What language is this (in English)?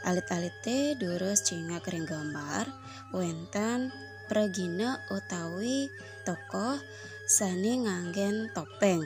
Balinese